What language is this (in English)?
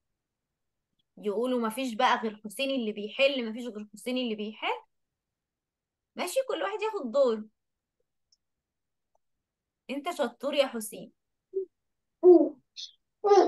Egyptian Arabic